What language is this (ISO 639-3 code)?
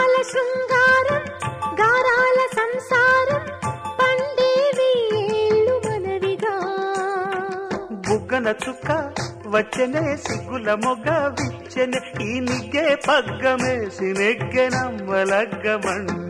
tel